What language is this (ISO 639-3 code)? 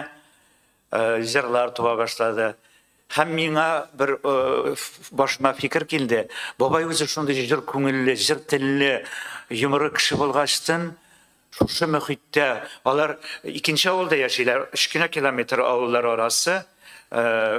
tat